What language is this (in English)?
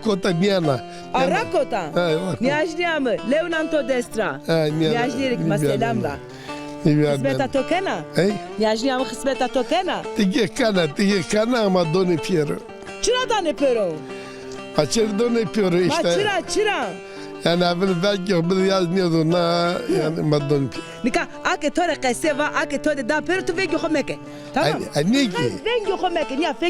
Zaza